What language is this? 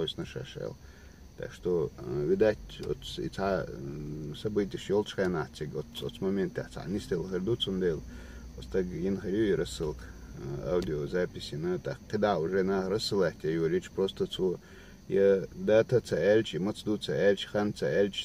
Chechen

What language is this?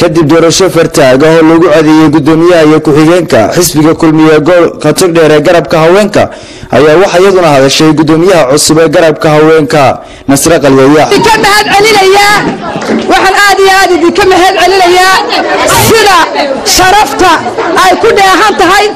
Somali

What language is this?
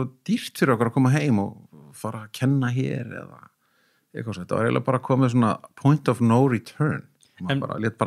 Icelandic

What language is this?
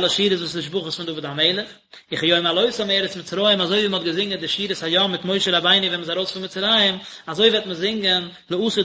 Yiddish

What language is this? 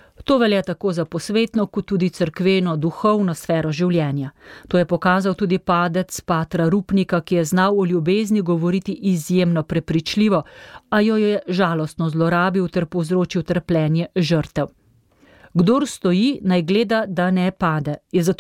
Slovenian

